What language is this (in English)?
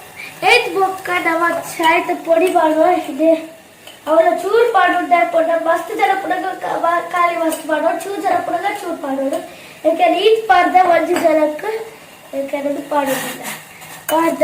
Tulu